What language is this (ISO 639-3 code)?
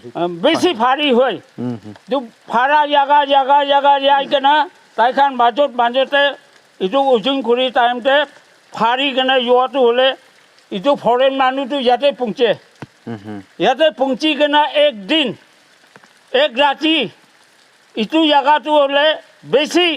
nag